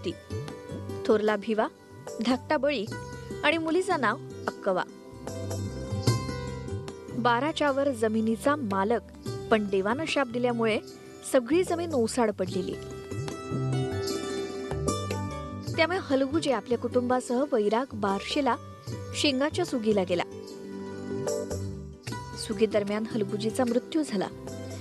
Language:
Marathi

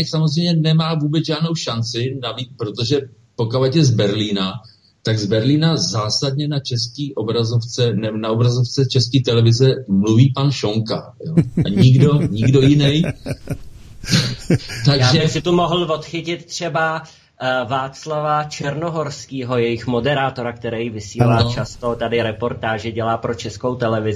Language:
Czech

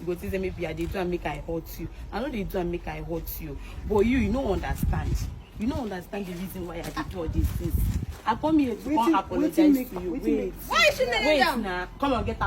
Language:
Nigerian Pidgin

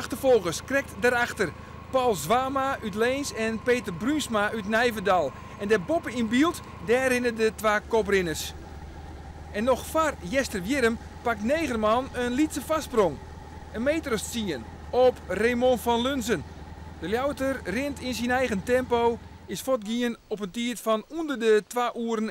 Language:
Western Frisian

